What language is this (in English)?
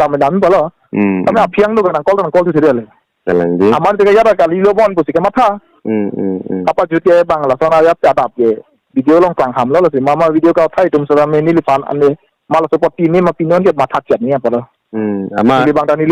Karbi